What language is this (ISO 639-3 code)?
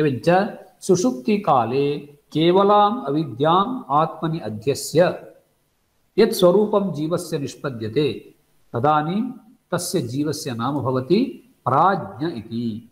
san